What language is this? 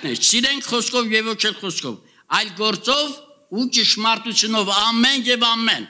Armenian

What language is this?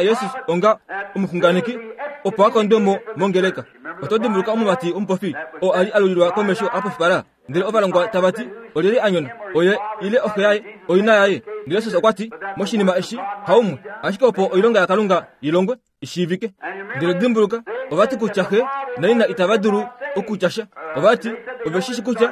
Kuanyama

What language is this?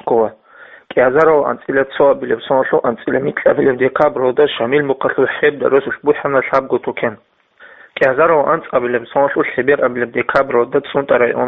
Avaric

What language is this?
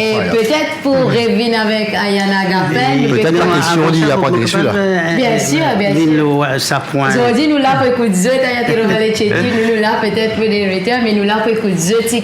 Morisyen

